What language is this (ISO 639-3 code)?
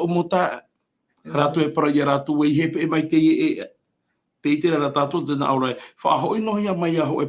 tah